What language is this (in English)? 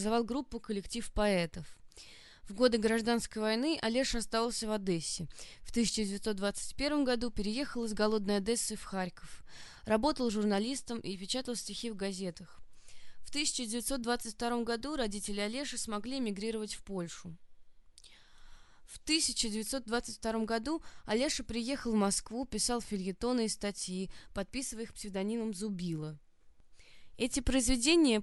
Russian